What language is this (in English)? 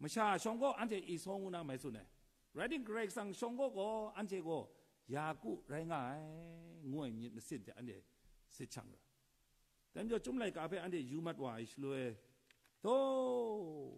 Kachin